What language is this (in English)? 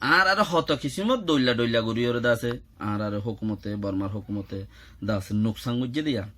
Rohingya